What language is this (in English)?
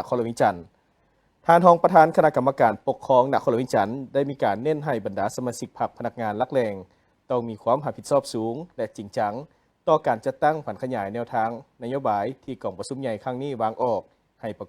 Lao